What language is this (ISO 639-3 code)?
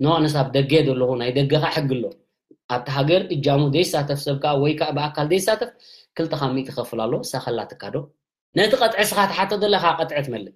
tir